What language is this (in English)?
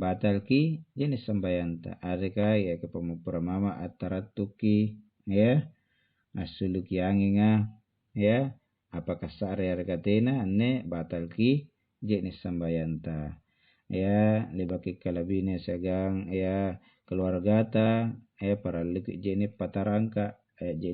Makasar